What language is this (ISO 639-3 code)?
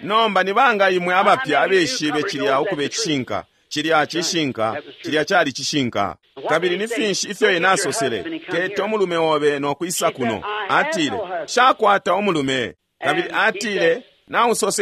bem